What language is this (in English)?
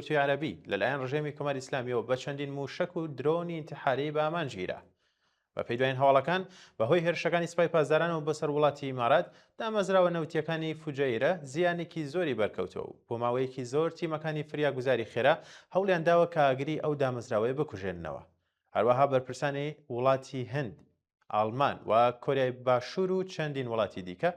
Central Kurdish